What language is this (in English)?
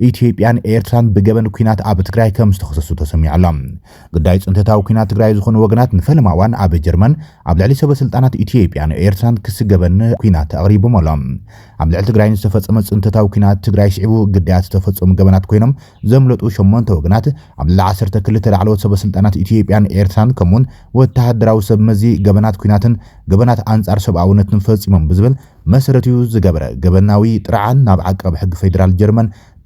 Tigrinya